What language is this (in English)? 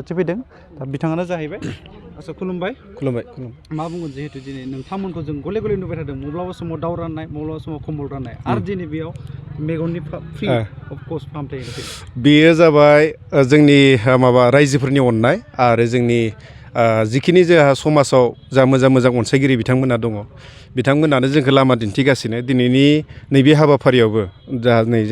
Bodo